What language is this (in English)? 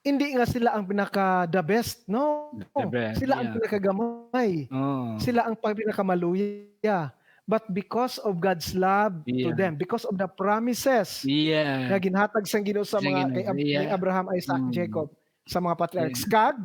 Hiligaynon